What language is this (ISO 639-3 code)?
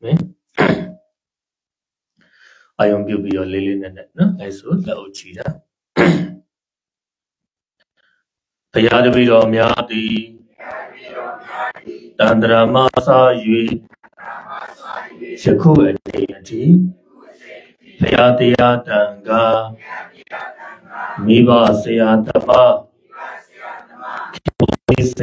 mya